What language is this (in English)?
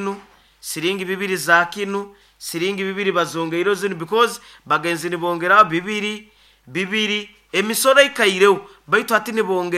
Nyoro